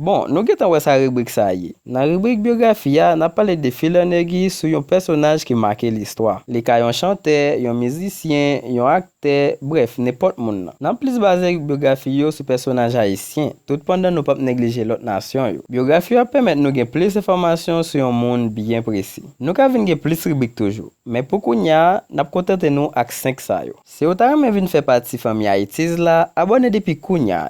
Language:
Haitian Creole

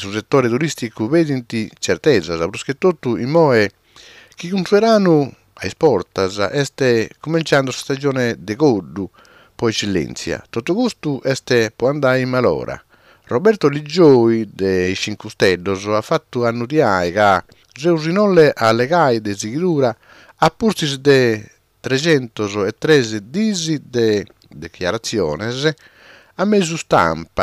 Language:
Sardinian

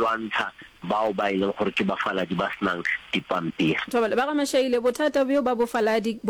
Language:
Northern Sotho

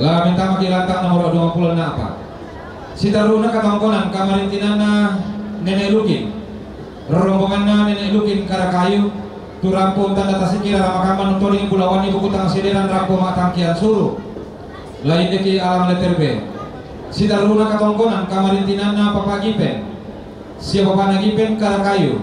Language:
Toraja-Sa'dan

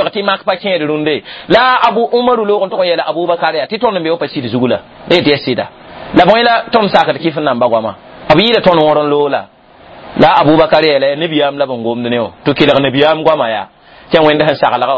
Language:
Mossi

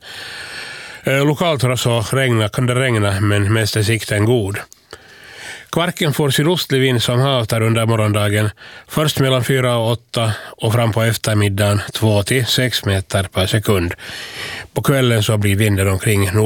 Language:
Swedish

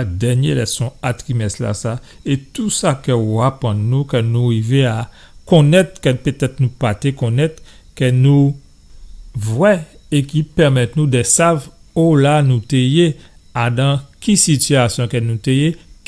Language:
Guadeloupean Creole French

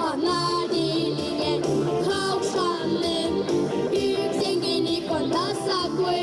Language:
Gagauz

